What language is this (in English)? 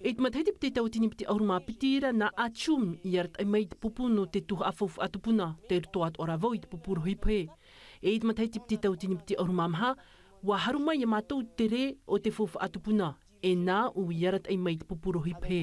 Tahitian